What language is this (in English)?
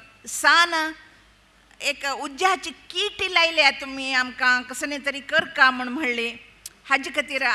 Konkani